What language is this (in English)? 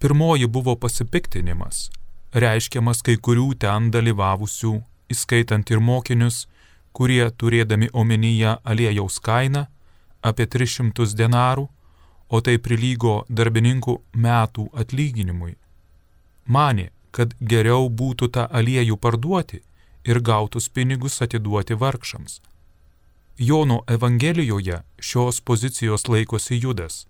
Lithuanian